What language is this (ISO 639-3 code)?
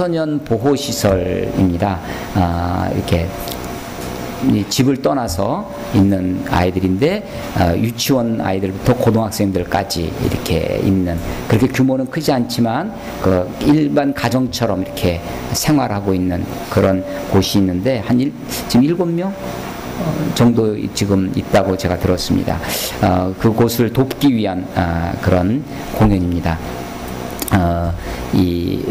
kor